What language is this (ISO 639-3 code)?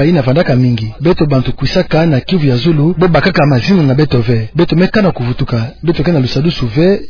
ktu